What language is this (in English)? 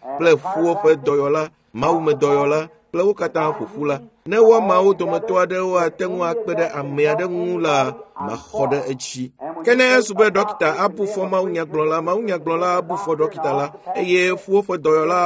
Ewe